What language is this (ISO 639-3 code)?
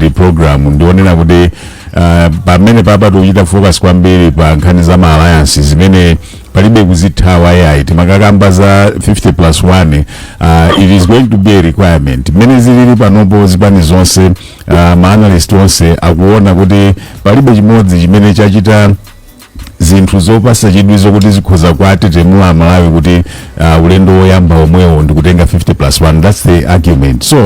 nya